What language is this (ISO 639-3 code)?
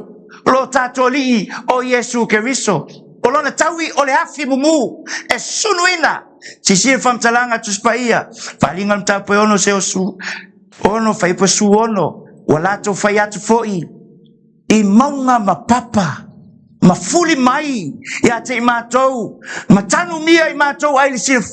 smo